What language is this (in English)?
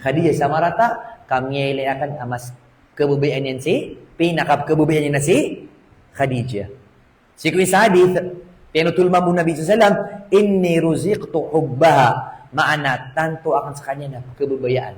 Maranao